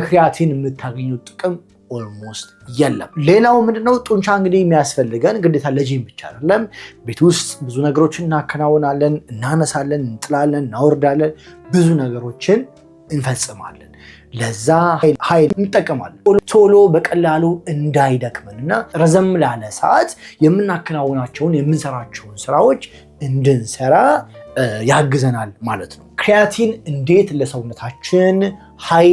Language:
Amharic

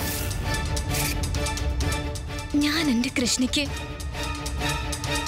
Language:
Malayalam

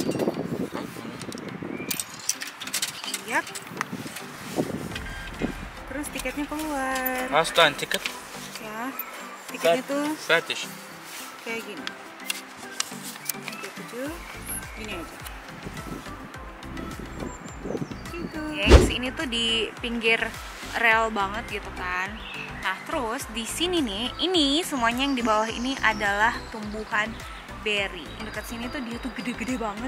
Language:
Indonesian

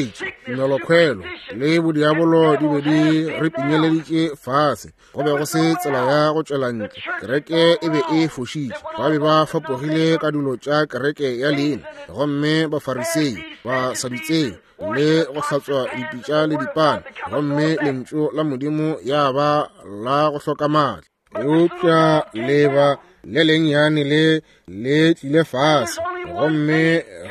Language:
Northern Sotho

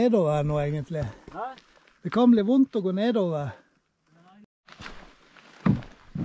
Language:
Norwegian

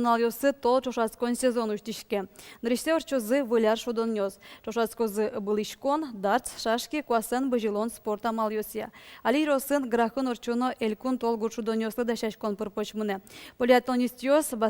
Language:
Udmurt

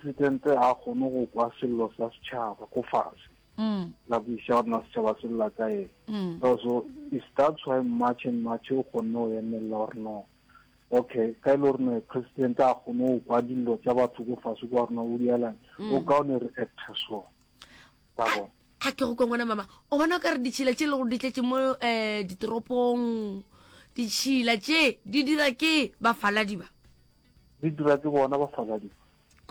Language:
Northern Sotho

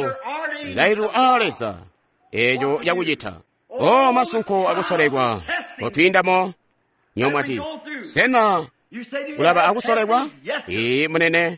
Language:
Tonga (Zambia)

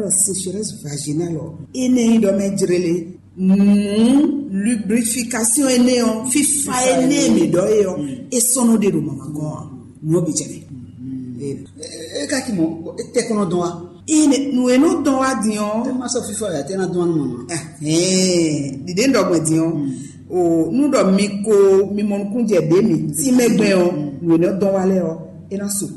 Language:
Fon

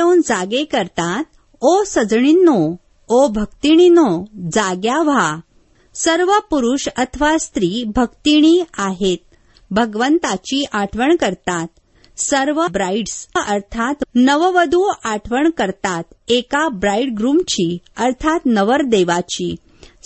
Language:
Marathi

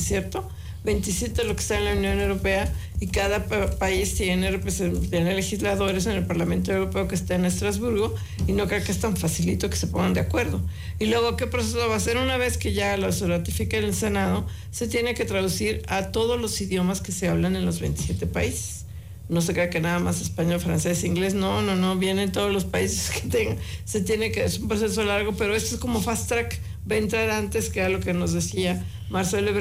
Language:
Spanish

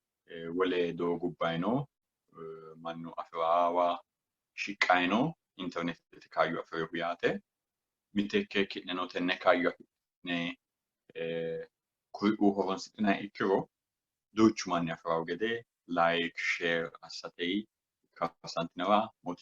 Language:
Sidamo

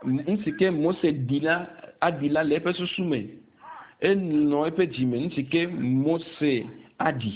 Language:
Ewe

